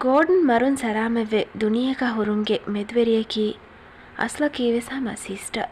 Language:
Divehi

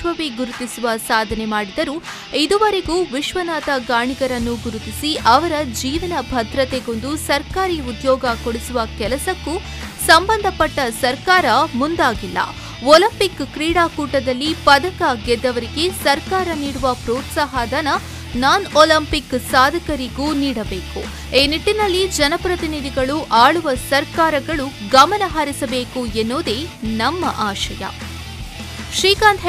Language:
Kannada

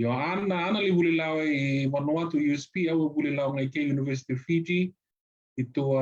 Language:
Fijian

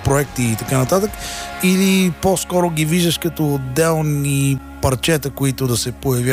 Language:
Bulgarian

